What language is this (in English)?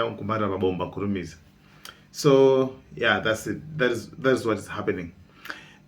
Nyanja